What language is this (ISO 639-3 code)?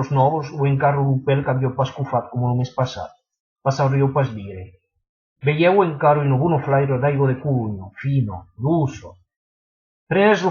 oci